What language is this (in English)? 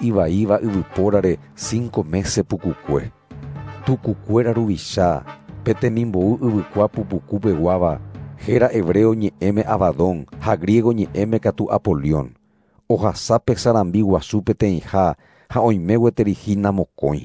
Guarani